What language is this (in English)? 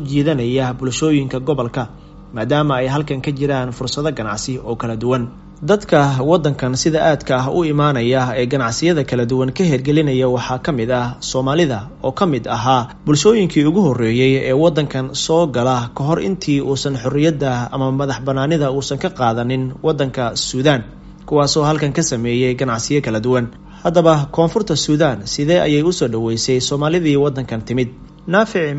Somali